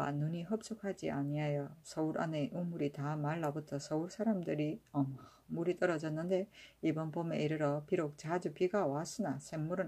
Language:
Korean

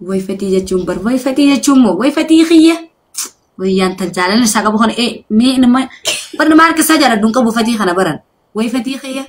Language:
Oromo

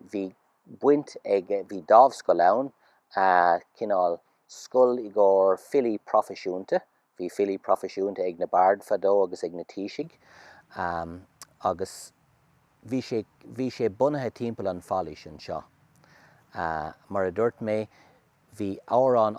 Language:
Irish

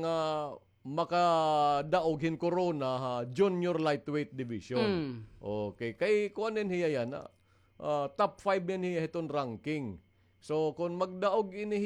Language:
Waray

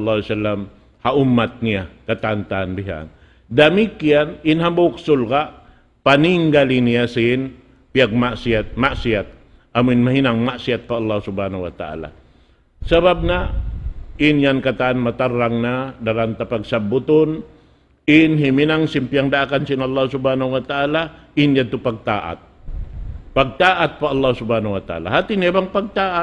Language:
Tausug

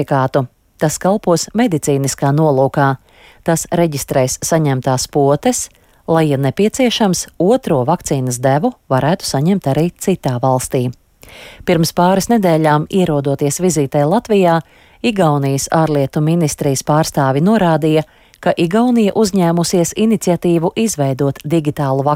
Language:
Latvian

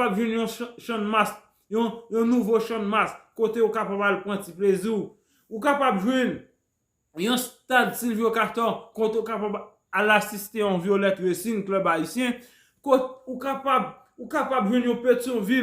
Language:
Haitian Creole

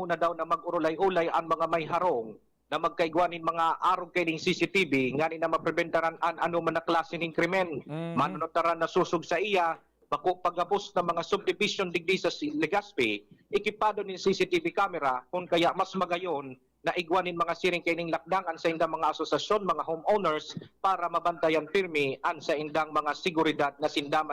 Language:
Bikol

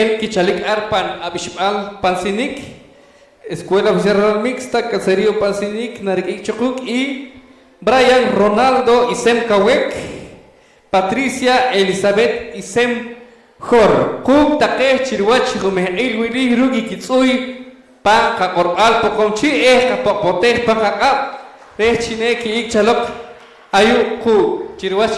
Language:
Poqomchi'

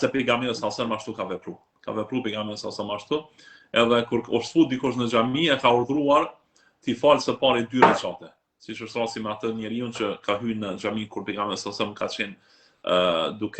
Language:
Albanian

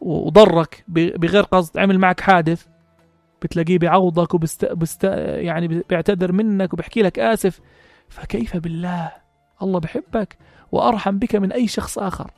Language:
North Levantine Arabic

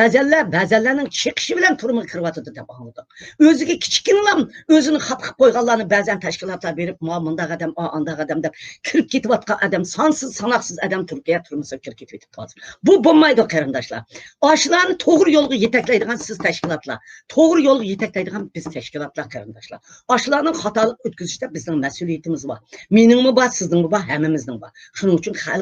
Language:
Uyghur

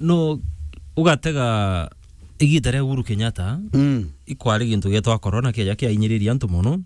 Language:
Meru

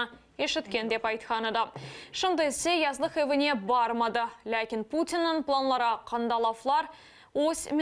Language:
Crimean Tatar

